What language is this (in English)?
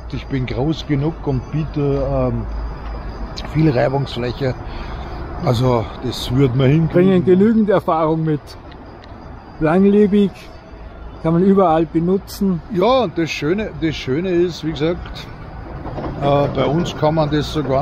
German